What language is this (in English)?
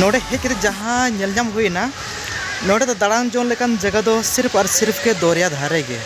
Santali